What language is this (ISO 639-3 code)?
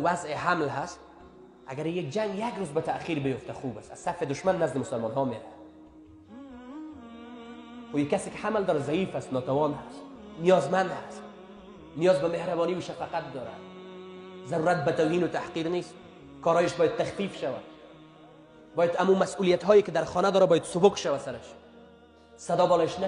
fas